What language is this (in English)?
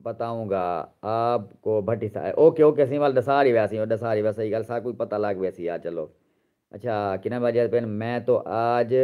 Saraiki